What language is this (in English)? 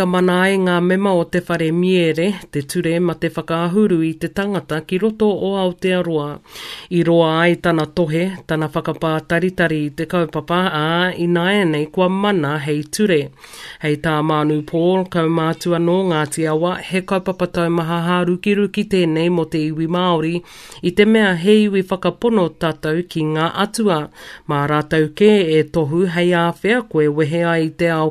Māori